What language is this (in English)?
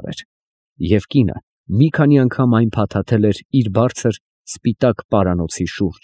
Armenian